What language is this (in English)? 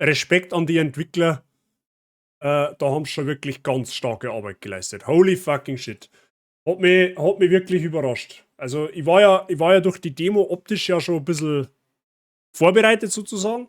Bavarian